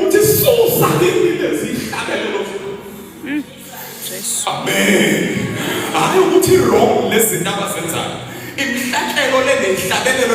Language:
Zulu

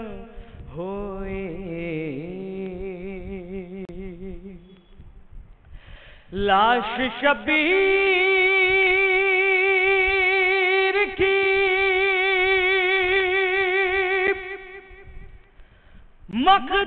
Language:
Urdu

